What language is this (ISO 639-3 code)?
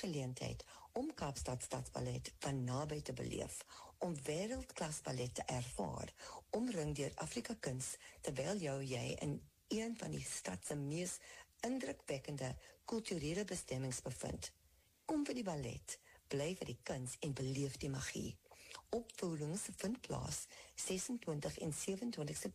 afr